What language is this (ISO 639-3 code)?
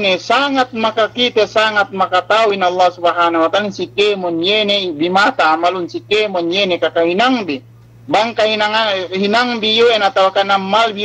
yka